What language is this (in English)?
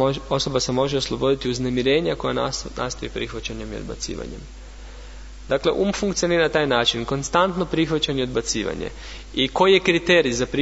Croatian